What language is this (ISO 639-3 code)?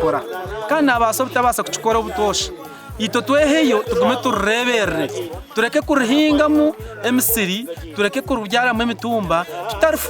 nyn